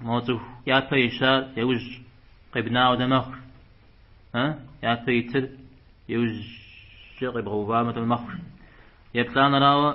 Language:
Kabardian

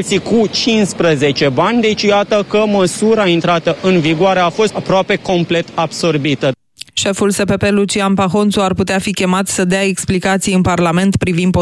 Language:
Romanian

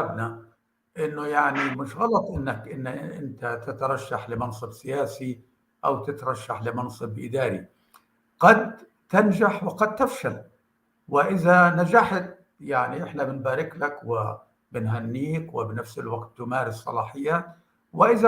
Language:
North Levantine Arabic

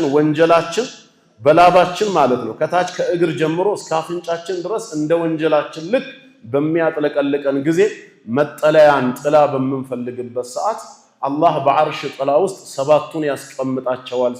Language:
Amharic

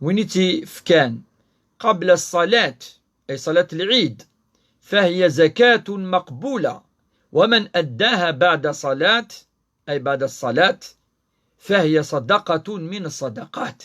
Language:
Kabyle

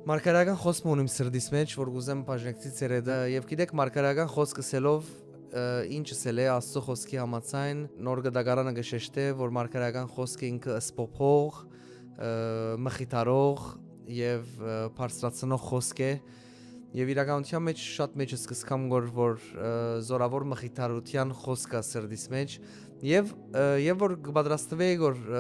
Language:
Western Armenian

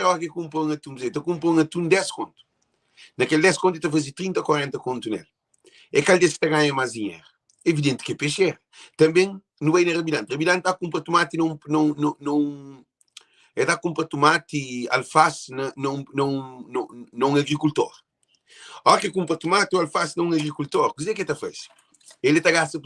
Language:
Kabuverdianu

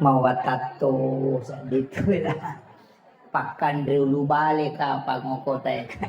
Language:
Buginese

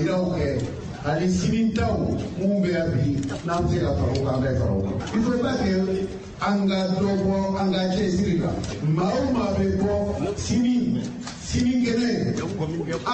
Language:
Bambara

